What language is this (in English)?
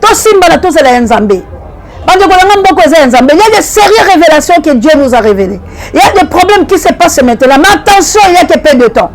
Lingala